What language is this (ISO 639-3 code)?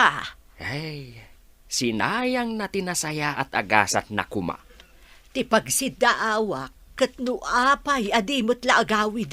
ilo